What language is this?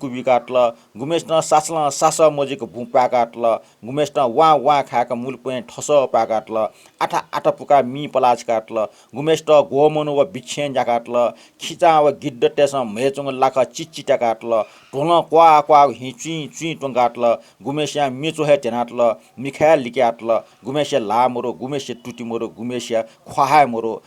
Newari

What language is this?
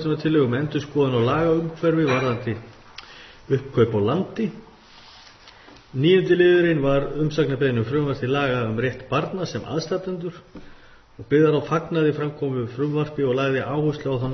Icelandic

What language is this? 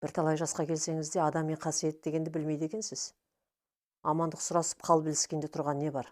Kazakh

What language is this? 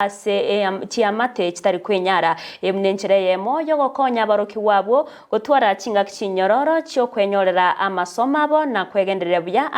Gusii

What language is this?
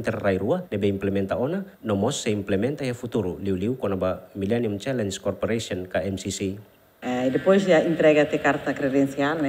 Tetum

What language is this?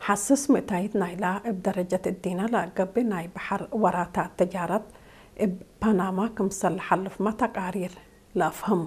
Tigre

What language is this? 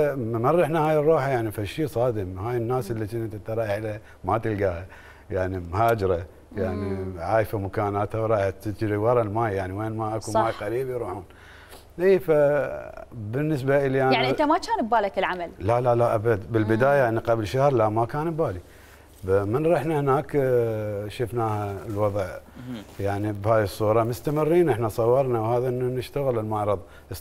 Mesopotamian Arabic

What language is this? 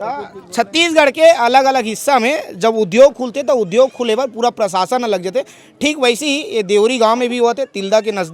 Chhattisgarhi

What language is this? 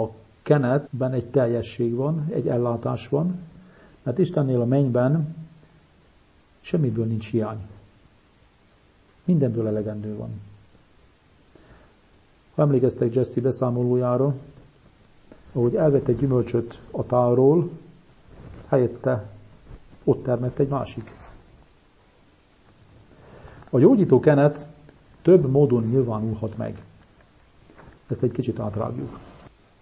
Hungarian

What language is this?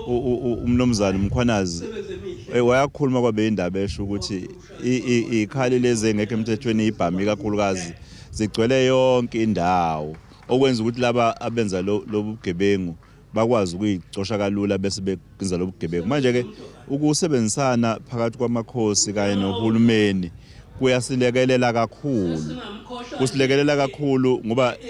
Zulu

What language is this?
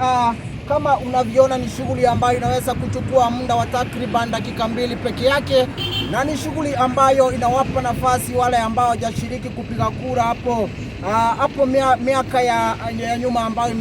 Swahili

